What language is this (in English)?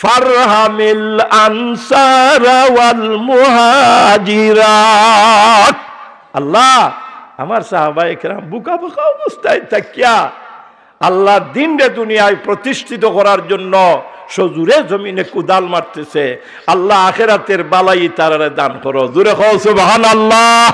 Sylheti